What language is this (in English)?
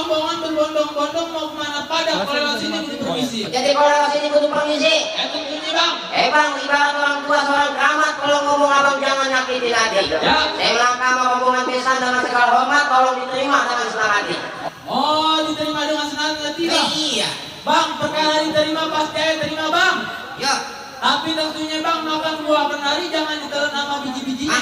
Betawi